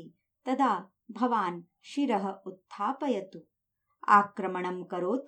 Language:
Sanskrit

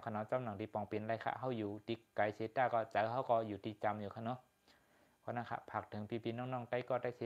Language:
Shan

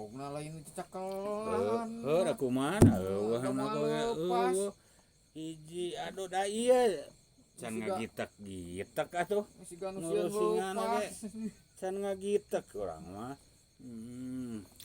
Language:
Sundanese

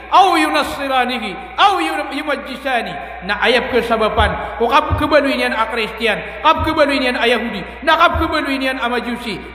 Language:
Maranao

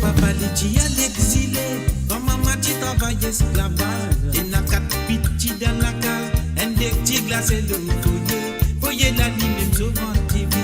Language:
Morisyen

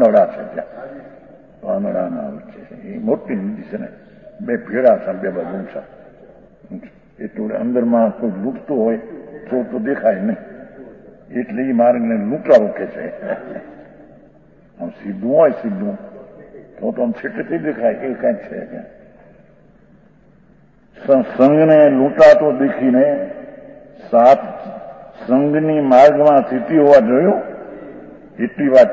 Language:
Gujarati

